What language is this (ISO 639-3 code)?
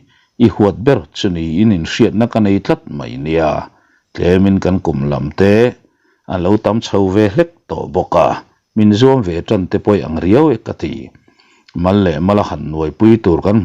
lus